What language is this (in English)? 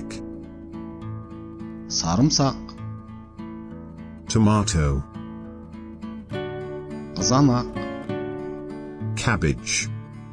Kazakh